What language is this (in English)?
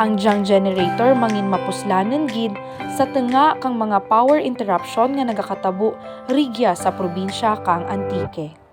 Kinaray-a